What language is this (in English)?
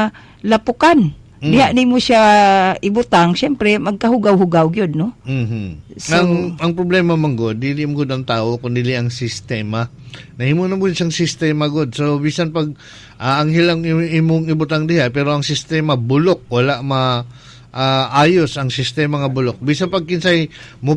Cebuano